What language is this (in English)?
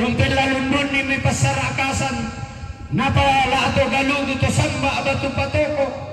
Toraja-Sa'dan